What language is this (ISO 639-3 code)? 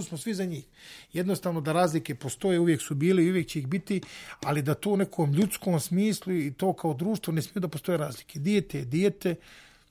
srp